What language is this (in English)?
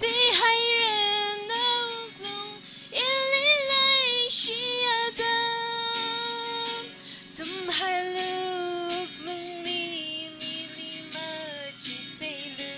Tangkhul Naga (India)